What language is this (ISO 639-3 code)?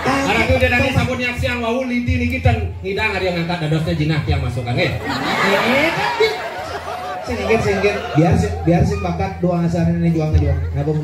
ban